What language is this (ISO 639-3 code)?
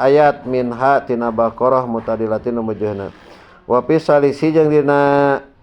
sun